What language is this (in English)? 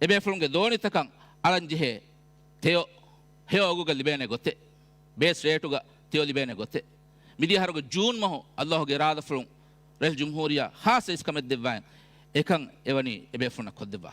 Divehi